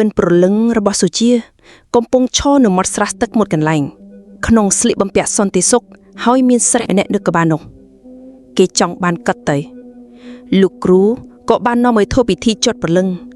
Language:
Khmer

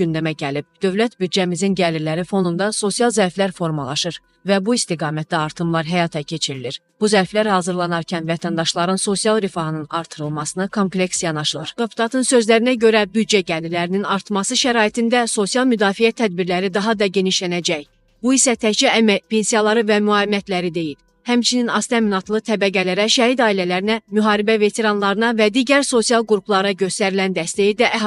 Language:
Azerbaijani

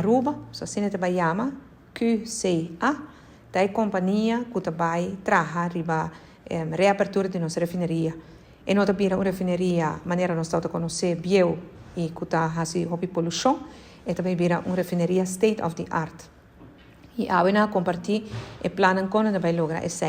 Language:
Papiamento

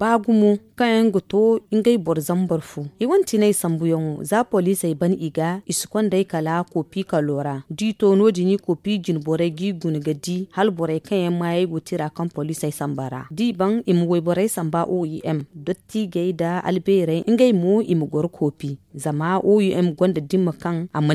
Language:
Zarma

